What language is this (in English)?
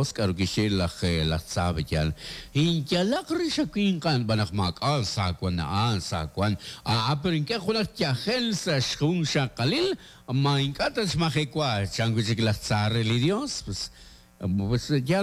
Kekchí